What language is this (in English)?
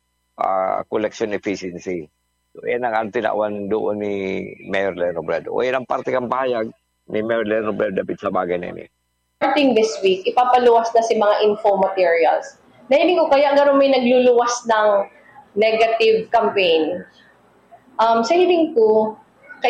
Bikol